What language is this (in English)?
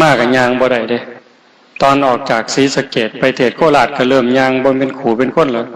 Northeastern Thai